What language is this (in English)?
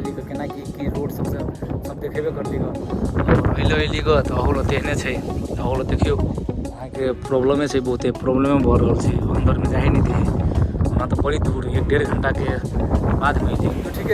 Maithili